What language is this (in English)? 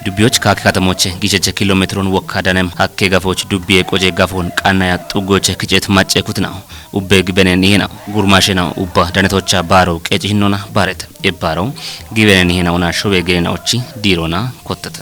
Kafa